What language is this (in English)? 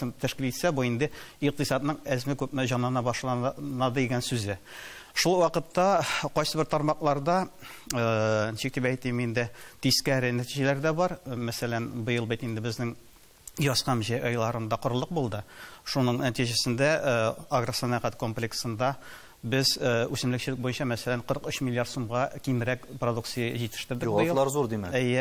Tatar